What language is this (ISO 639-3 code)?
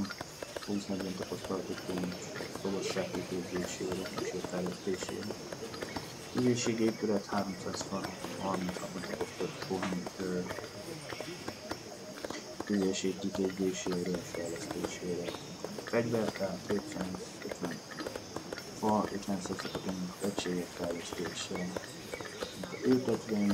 hun